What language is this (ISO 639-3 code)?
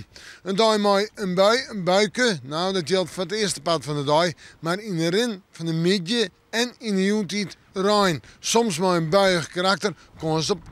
fry